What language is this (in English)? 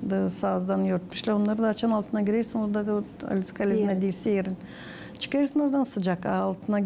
Gagauz